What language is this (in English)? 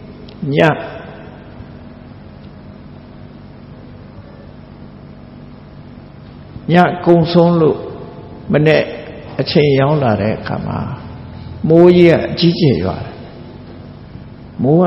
Burmese